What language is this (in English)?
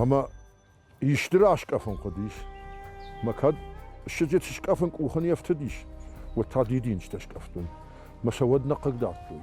Ossetic